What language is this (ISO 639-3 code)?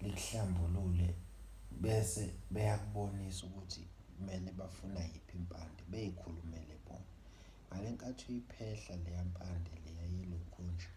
zul